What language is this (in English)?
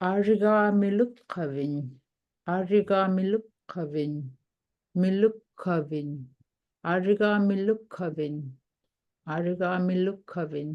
Inupiaq